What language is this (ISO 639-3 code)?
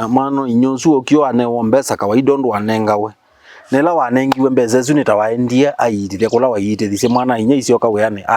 kam